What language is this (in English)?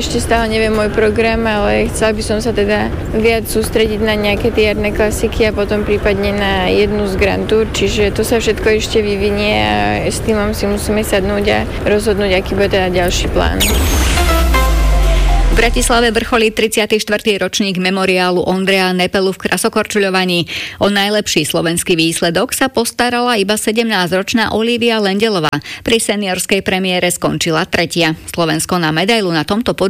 Slovak